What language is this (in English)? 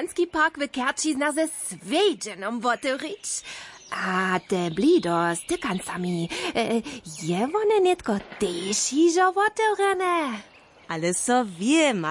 Upper Sorbian